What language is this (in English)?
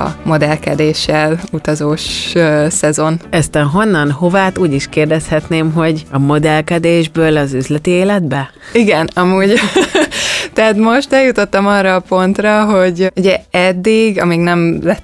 Hungarian